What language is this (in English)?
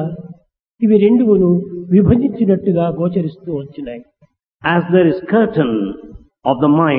Telugu